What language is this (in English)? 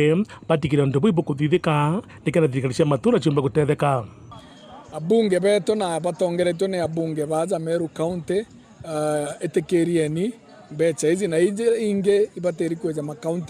Meru